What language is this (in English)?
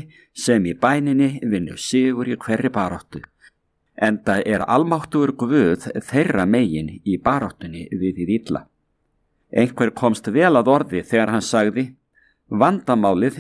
Icelandic